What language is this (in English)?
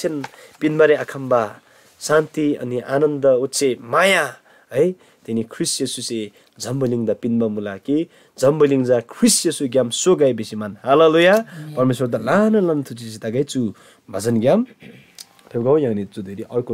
Eastern Tamang